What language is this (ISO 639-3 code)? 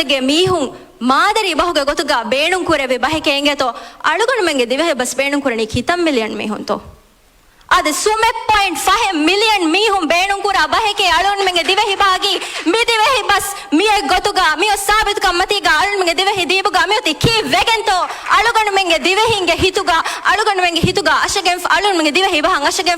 div